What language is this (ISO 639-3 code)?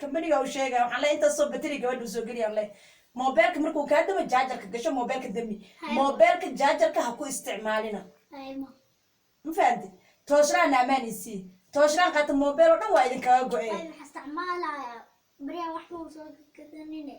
som